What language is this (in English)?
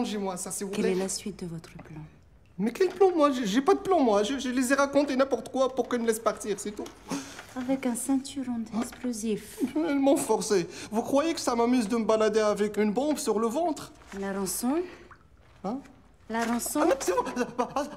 French